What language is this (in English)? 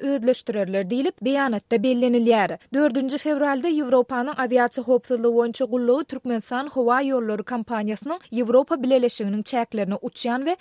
Turkmen